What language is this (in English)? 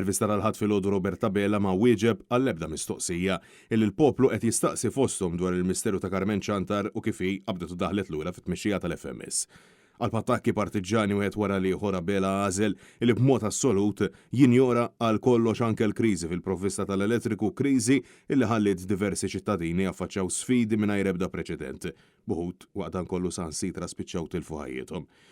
Maltese